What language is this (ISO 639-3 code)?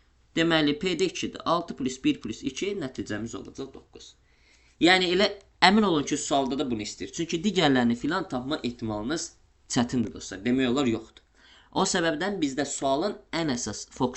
aze